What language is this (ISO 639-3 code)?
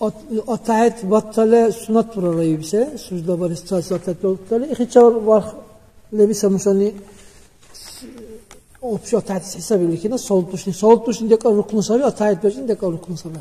dar